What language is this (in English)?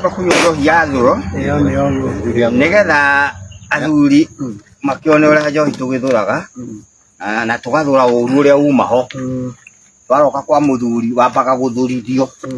Kikuyu